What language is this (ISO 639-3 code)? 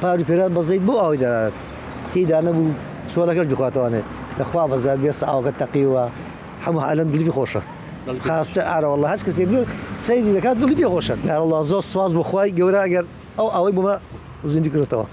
ckb